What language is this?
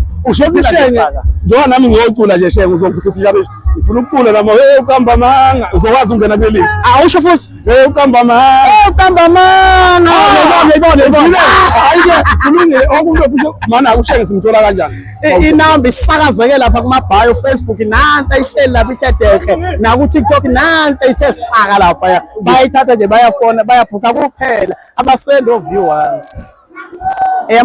Zulu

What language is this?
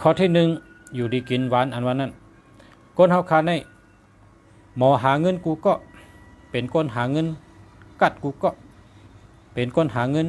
Shan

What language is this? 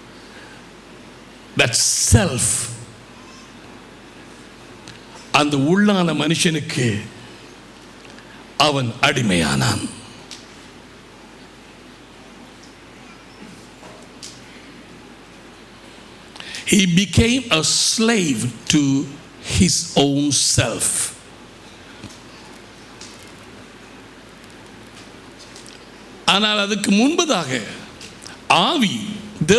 Tamil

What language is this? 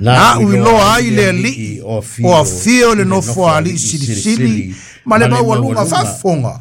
Samoan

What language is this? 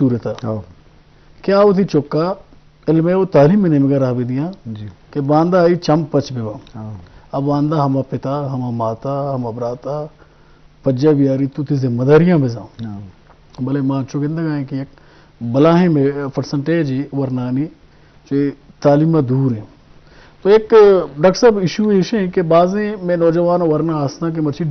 Eastern Balochi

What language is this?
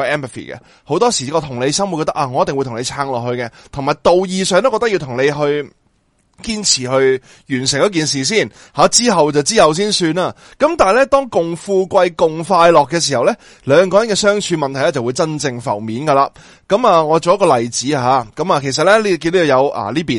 Cantonese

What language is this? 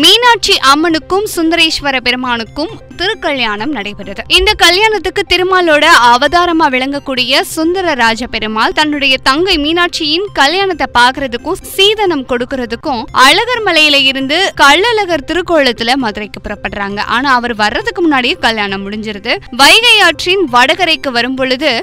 Tamil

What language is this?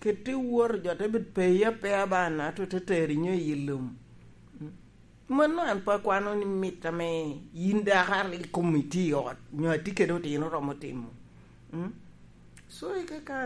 Lango (Uganda)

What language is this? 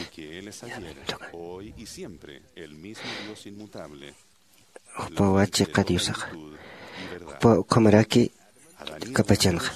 Aymara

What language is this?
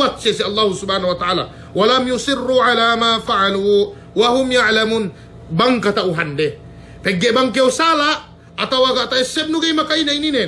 Yakan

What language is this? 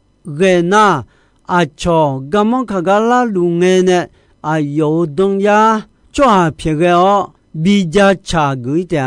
Akha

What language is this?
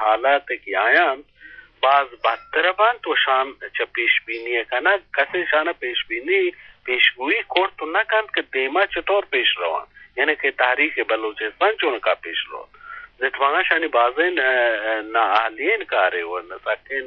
Eastern Balochi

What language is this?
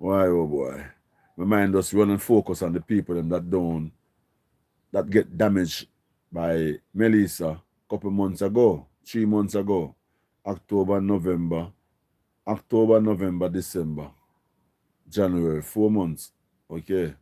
Jamaican Creole English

